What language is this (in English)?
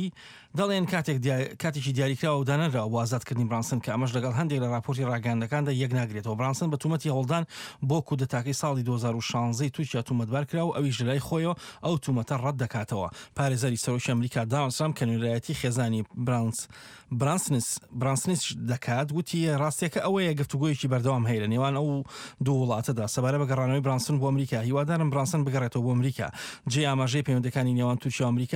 Central Kurdish